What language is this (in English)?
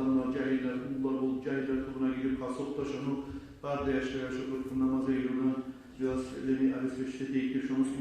Kumyk